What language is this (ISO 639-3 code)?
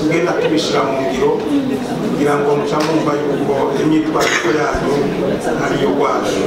run